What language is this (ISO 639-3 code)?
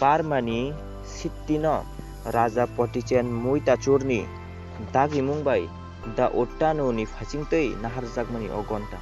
trp